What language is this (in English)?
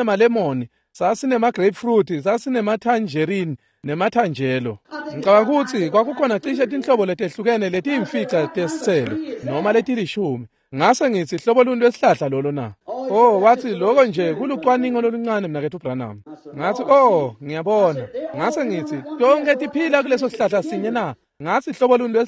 Swati